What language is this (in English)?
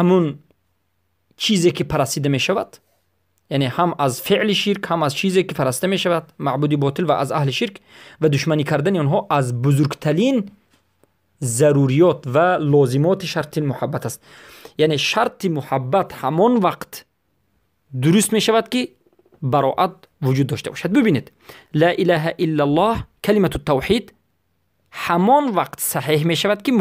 Persian